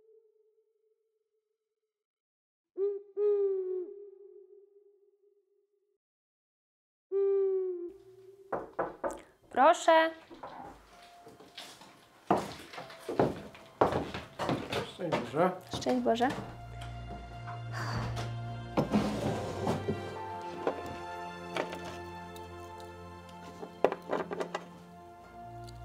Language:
Polish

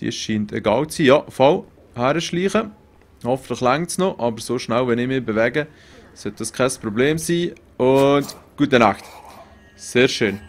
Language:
Swiss German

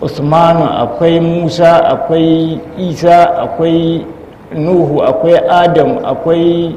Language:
Hausa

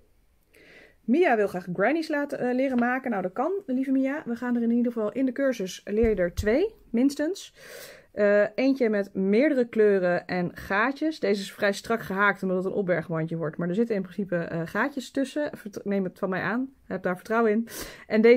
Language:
Dutch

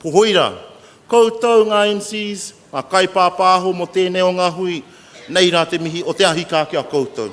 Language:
Māori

